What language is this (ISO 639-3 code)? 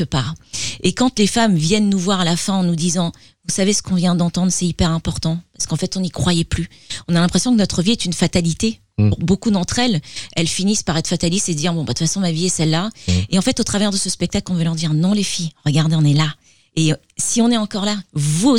fra